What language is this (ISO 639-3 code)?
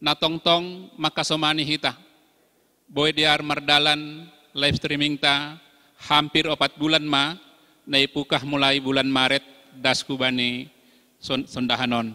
bts